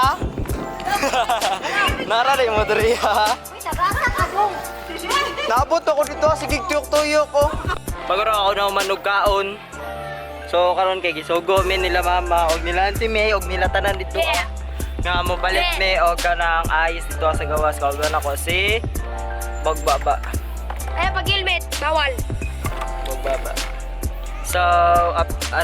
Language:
Cebuano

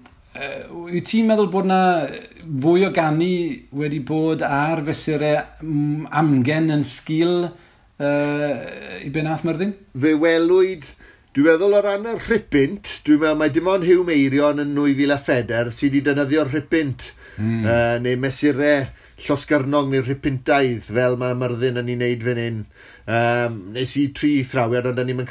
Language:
Welsh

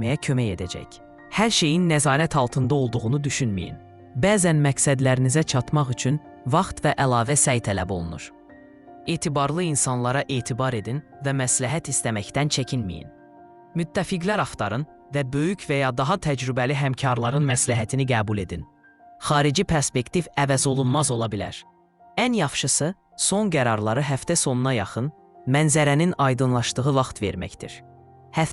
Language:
Azerbaijani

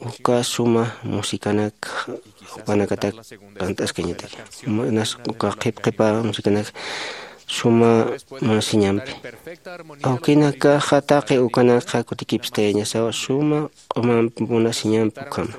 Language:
Aymara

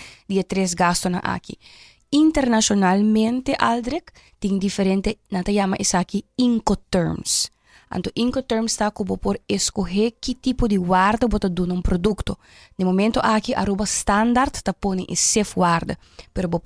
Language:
Papiamento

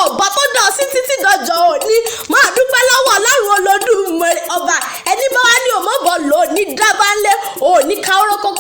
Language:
Yoruba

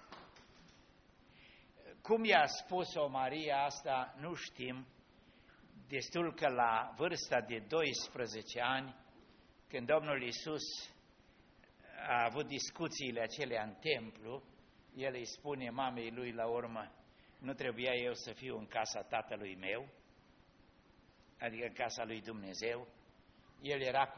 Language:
Romanian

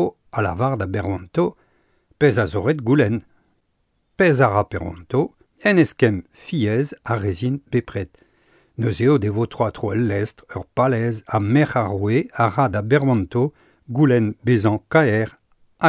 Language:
Breton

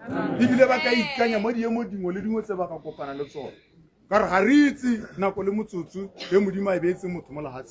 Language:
Tswana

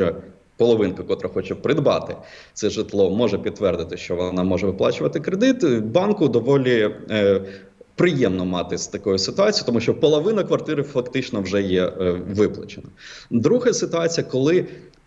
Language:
Ukrainian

